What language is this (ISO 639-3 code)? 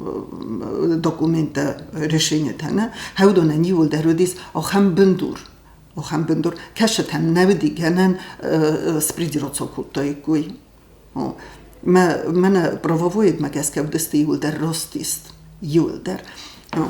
oss